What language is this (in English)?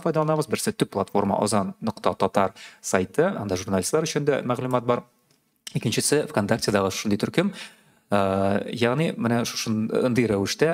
Tatar